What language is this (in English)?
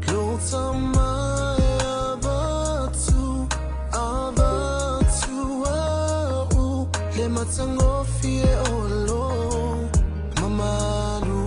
Samoan